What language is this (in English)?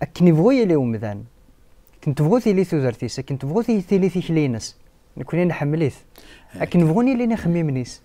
Kabyle